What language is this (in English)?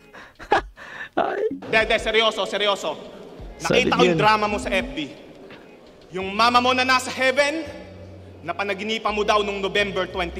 Filipino